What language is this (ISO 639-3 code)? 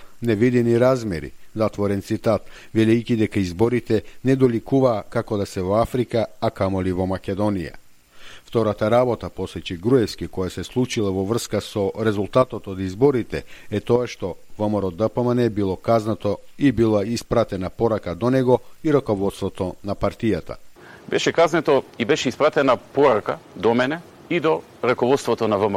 mkd